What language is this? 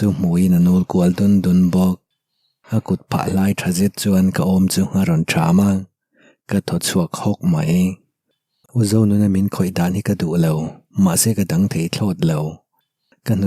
Mizo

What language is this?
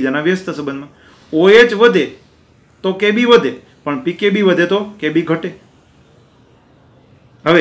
Gujarati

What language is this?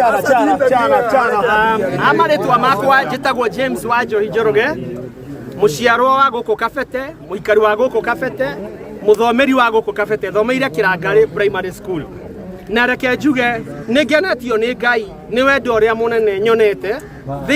Kikuyu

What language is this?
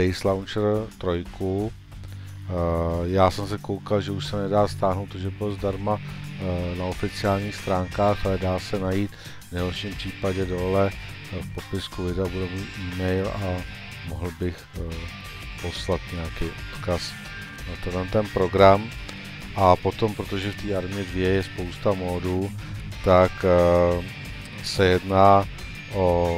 Czech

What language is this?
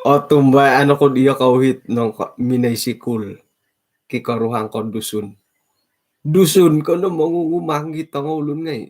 Central Dusun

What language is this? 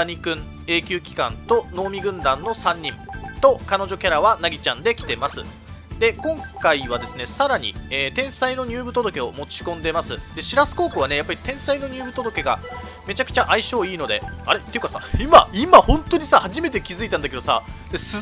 Japanese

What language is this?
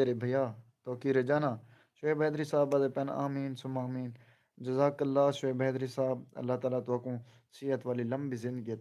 Saraiki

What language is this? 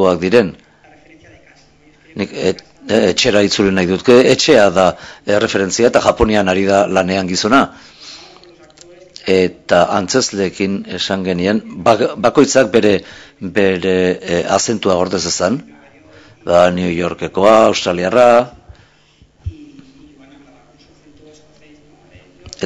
Basque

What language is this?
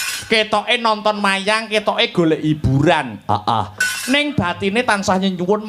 Javanese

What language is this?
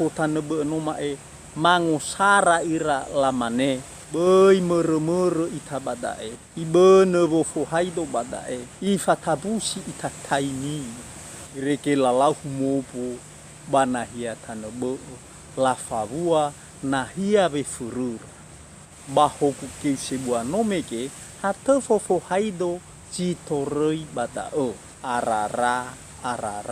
Nias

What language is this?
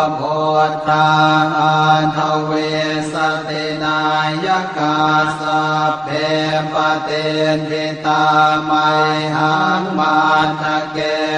Pali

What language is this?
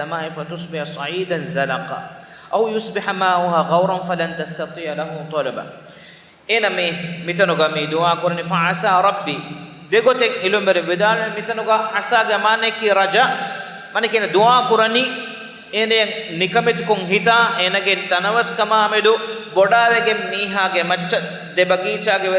Divehi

